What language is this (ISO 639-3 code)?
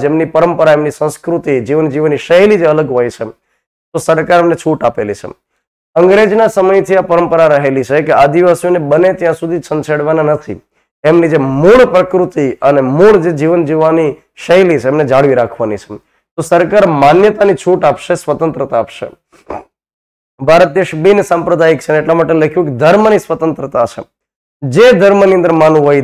guj